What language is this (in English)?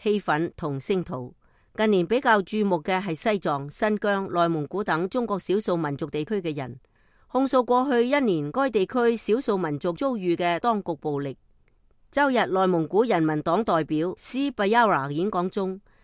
Cantonese